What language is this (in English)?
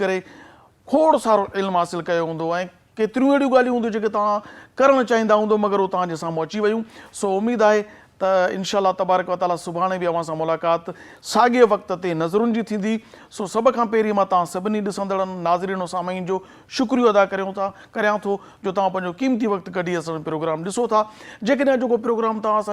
Sindhi